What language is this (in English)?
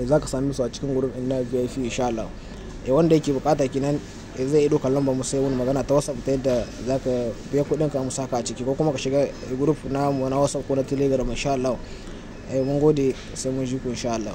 Hausa